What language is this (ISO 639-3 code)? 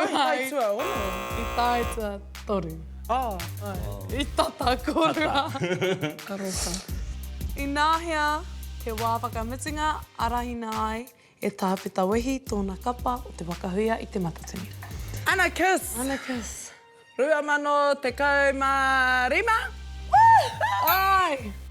mri